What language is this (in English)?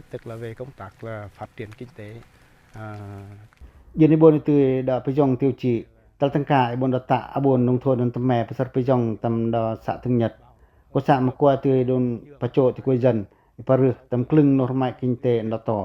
Pacoh